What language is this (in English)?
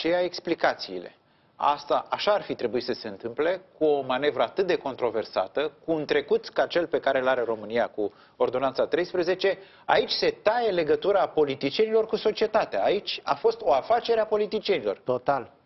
Romanian